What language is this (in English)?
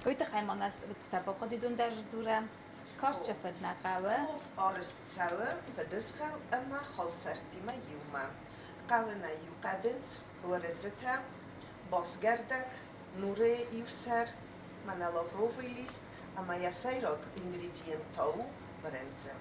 Ossetic